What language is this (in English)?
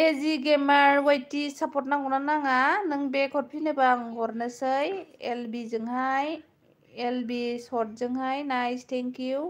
Bodo